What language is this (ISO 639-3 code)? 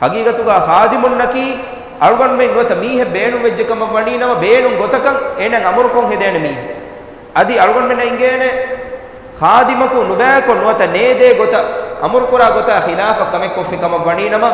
div